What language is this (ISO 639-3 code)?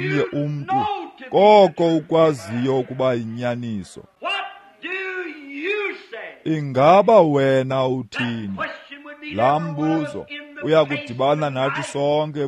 xho